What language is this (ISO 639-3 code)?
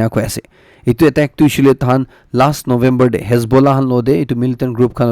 nag